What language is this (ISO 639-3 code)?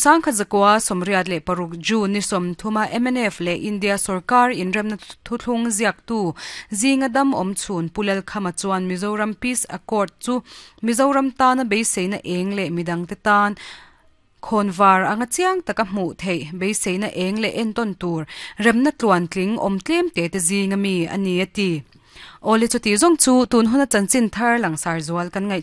lus